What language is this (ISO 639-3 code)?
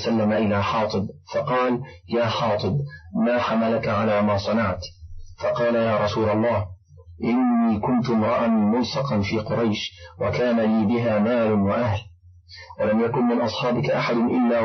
ara